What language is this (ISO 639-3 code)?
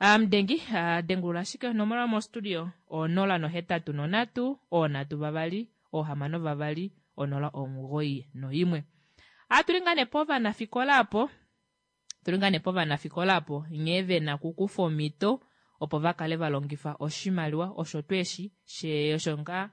kua